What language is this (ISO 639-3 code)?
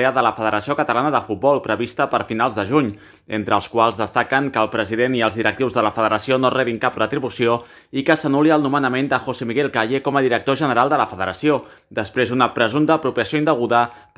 cat